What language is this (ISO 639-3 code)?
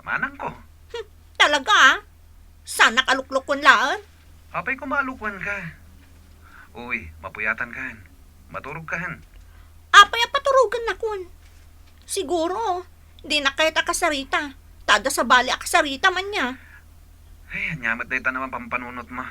ilo